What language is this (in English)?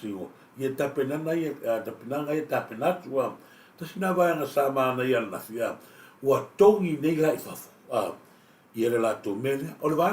Samoan